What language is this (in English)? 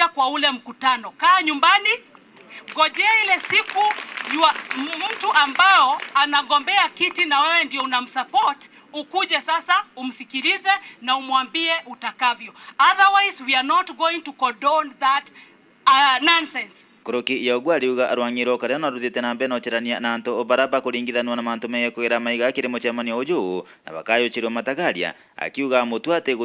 Meru